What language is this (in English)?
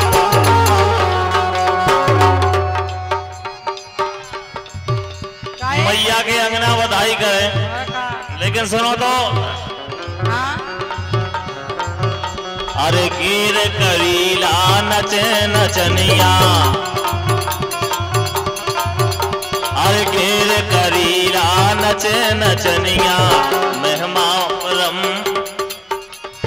Bhojpuri